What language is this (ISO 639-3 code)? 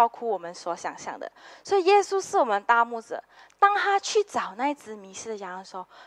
zho